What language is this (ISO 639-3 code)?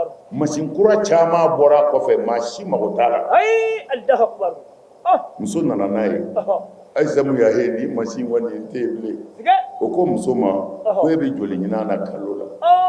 bam